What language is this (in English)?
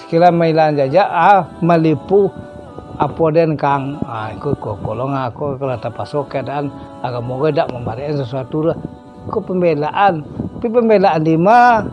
Minangkabau